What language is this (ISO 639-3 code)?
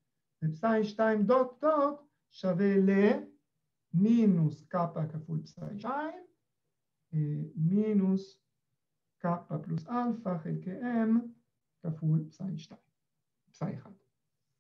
heb